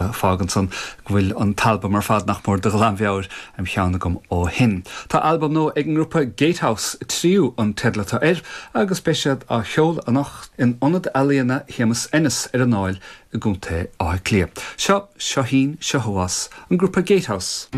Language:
Irish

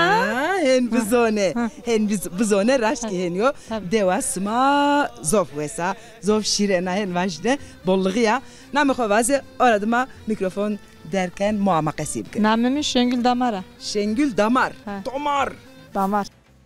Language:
Zaza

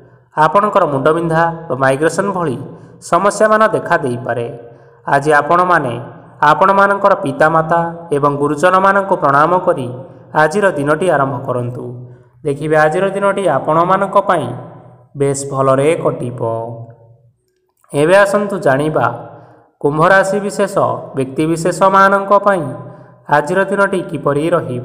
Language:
Odia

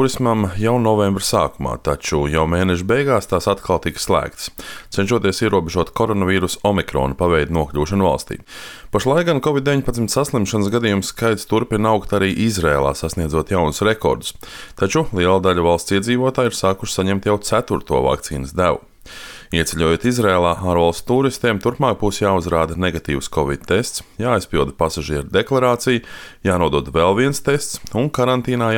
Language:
Latvian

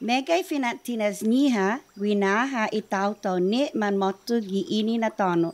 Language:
Chamorro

